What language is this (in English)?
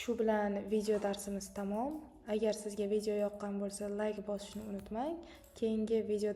Uzbek